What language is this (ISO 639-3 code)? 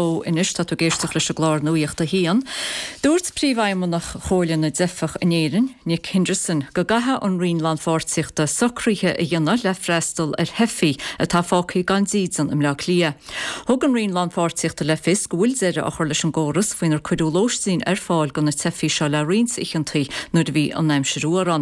gle